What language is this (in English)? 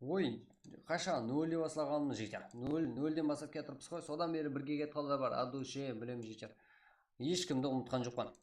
Kara-Kalpak